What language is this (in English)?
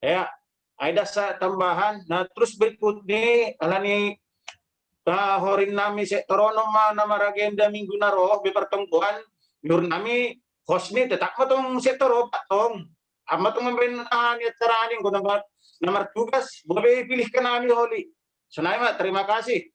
Batak Simalungun